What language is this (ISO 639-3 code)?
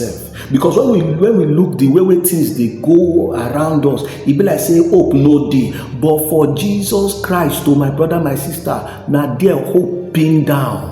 pcm